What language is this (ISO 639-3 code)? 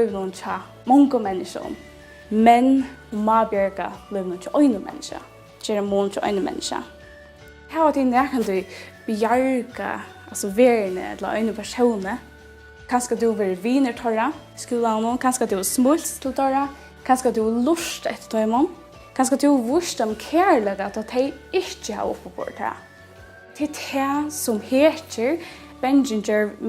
fao